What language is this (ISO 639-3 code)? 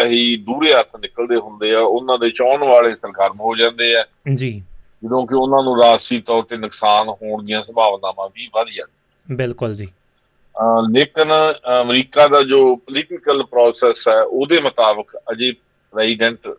pan